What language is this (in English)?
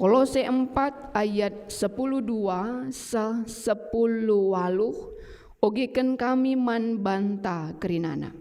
Batak Karo